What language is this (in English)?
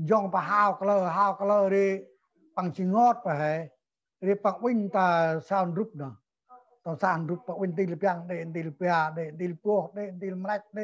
Central Mnong